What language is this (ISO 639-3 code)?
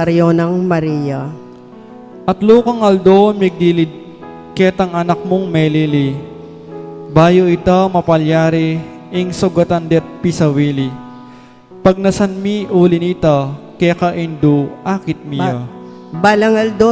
pam